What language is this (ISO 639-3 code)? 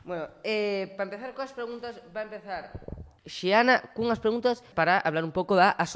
glg